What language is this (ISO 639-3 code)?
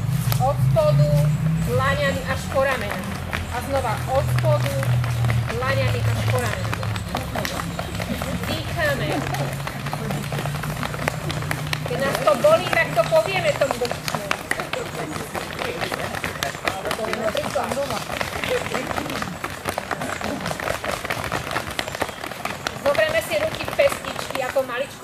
slk